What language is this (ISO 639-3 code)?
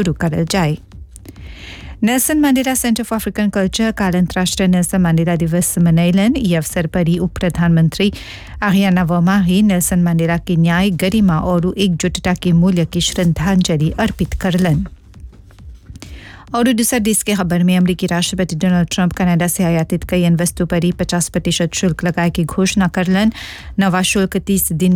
bho